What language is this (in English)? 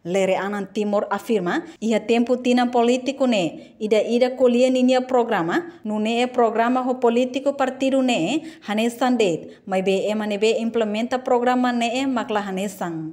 Tetum